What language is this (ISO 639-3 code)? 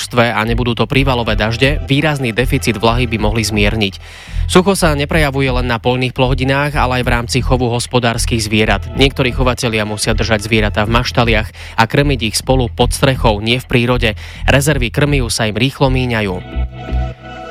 slk